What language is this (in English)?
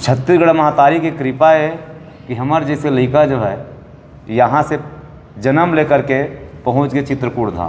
Chhattisgarhi